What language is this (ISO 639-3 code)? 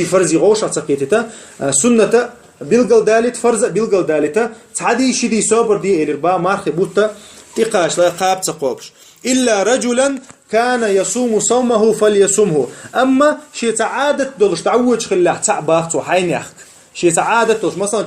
che